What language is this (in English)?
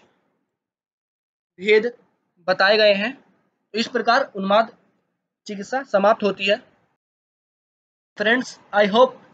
Hindi